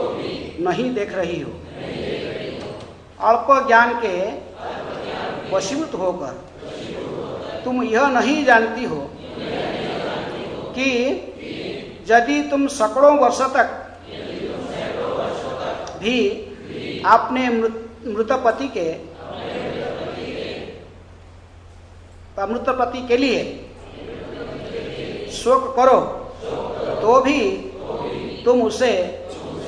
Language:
Hindi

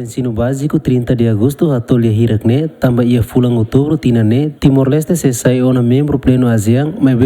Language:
Tetum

